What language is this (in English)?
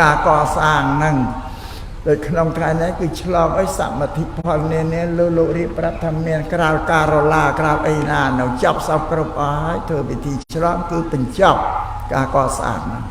Khmer